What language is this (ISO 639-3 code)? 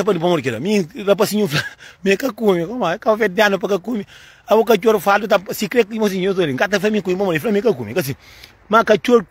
kea